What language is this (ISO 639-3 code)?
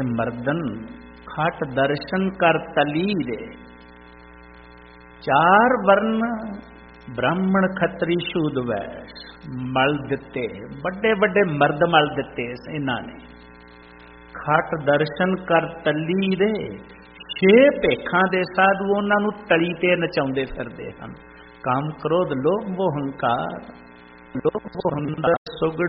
pan